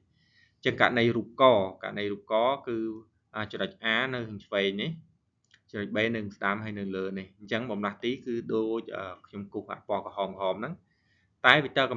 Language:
Khmer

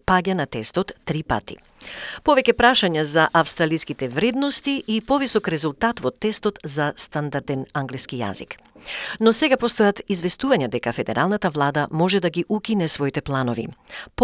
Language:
Macedonian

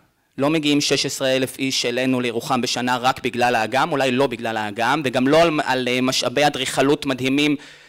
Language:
Hebrew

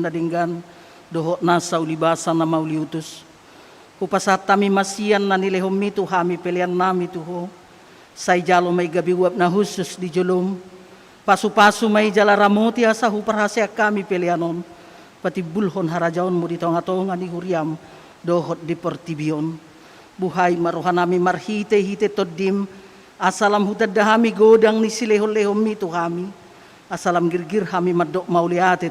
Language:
Batak Toba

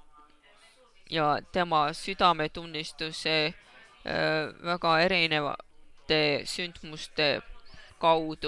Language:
Estonian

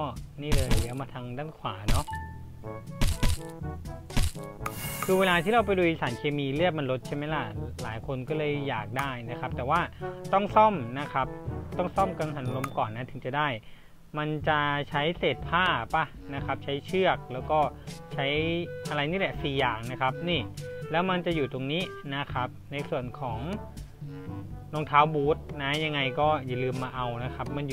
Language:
Thai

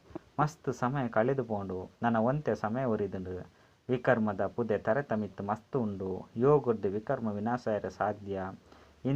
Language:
Tulu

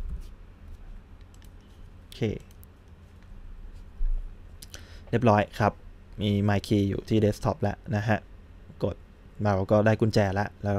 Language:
Thai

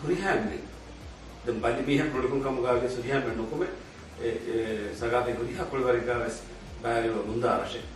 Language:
Divehi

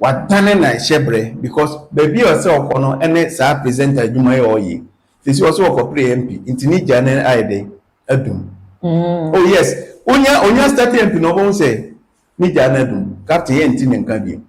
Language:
Akan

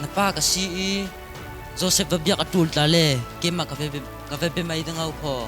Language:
Falam Chin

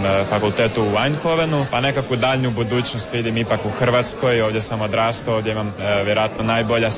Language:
Croatian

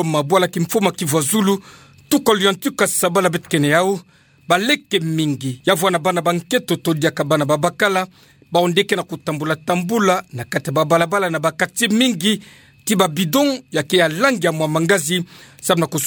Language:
Kituba (Democratic Republic of Congo)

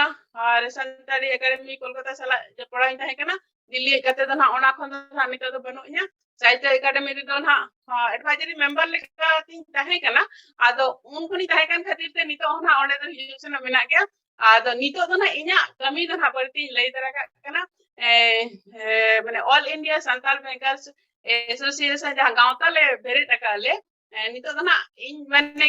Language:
Santali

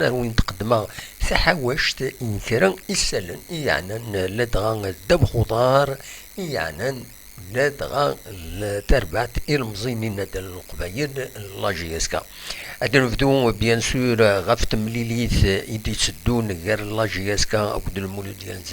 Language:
Kabyle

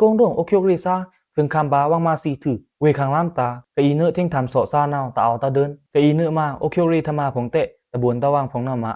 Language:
Pa'o Karen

